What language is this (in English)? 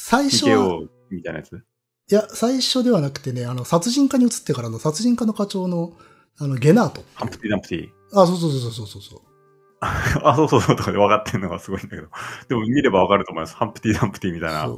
Japanese